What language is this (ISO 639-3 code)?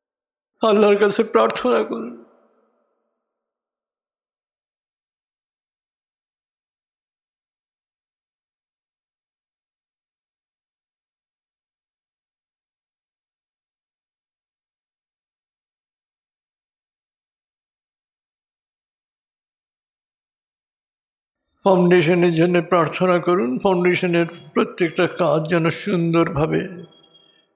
ben